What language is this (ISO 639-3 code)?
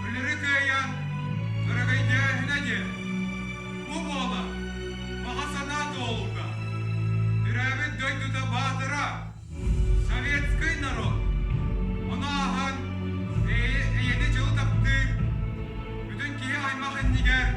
sah